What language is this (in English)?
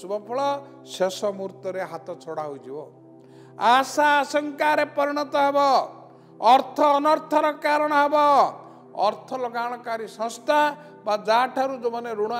Odia